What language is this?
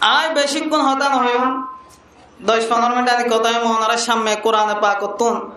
Rohingya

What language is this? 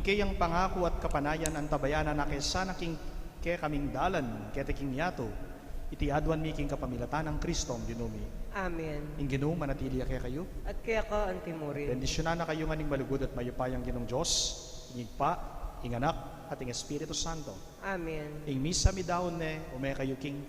Pampanga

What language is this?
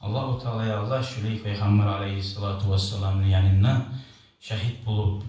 Kumyk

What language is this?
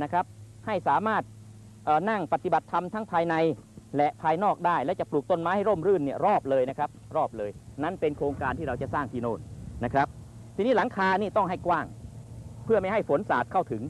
Thai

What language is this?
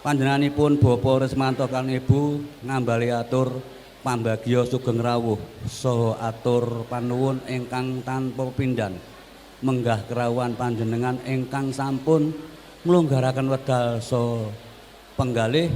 Javanese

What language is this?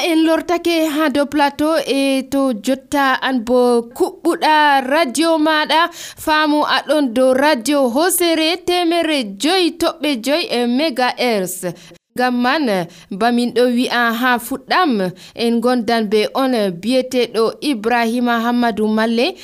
Nigerian Fulfulde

